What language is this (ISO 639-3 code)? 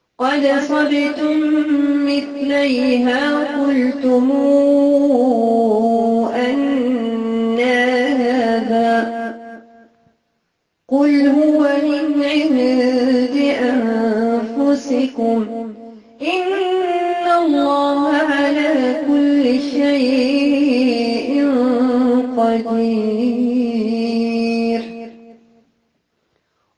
ara